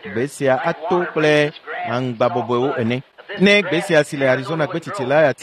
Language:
Ewe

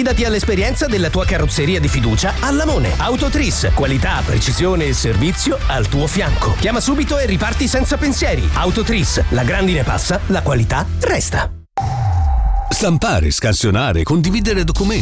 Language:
Italian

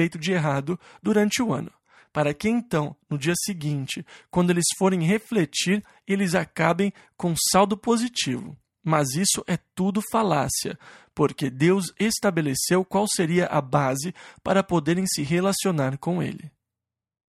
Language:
Portuguese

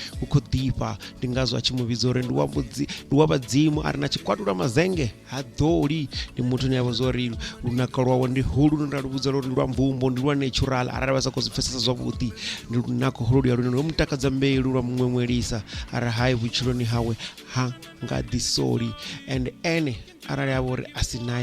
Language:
Venda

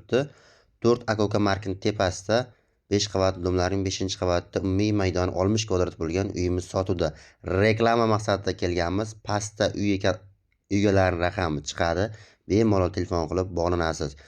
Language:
Uzbek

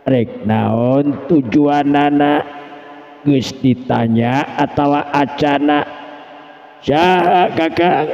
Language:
Sundanese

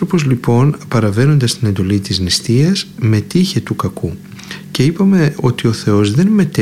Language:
Greek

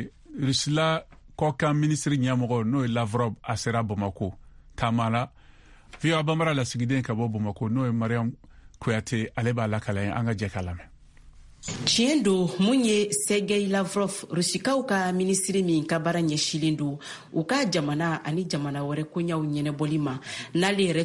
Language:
Bambara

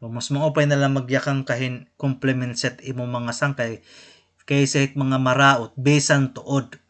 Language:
Waray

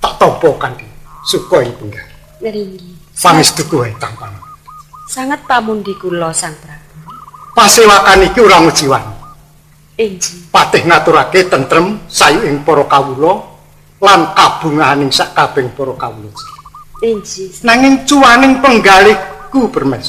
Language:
Javanese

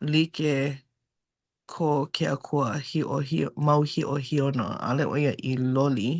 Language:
Hawaiian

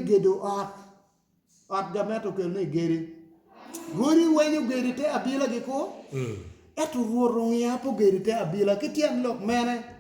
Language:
Acoli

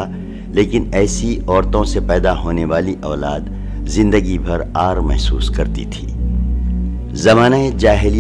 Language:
Urdu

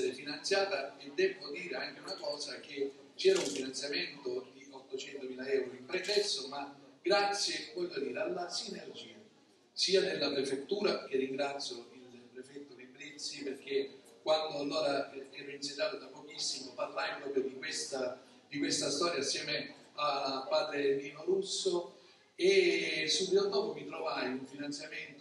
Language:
Italian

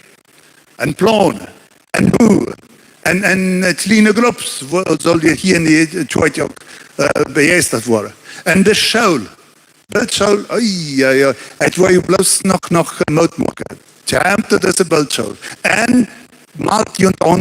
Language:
Plautdietsch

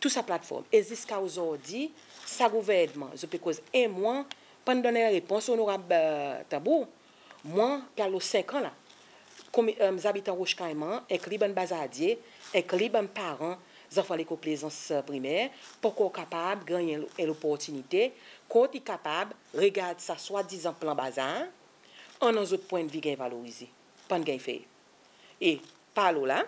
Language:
Seselwa Creole French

